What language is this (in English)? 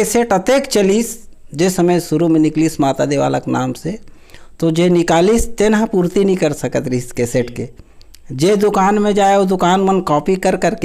Chhattisgarhi